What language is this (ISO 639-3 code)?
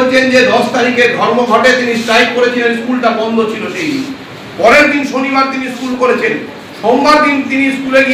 ben